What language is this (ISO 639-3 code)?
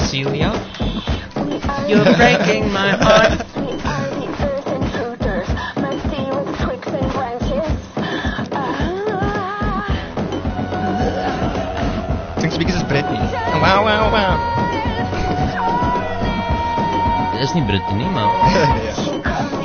afr